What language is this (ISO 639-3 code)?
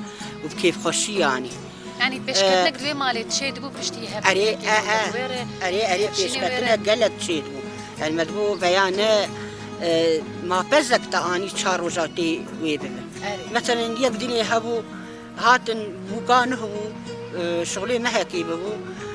kur